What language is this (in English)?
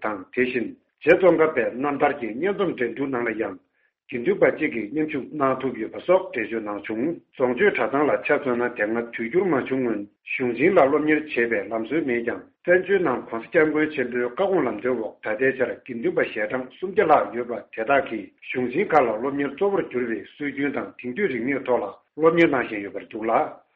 Tibetan